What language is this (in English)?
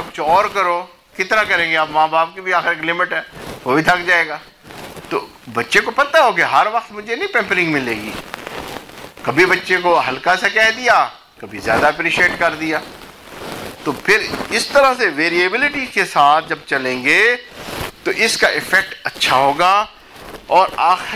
Urdu